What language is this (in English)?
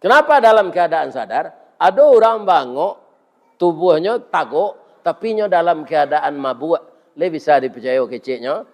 Minangkabau